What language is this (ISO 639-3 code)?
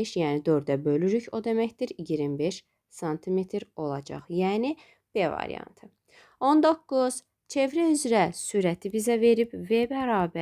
aze